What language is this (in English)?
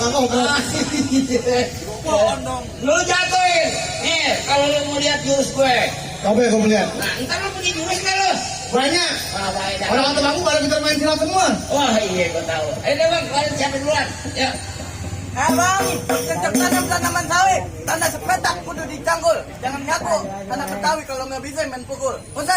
Betawi